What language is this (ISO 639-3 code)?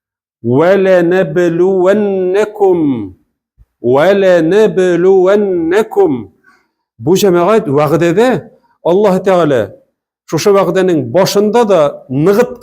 tat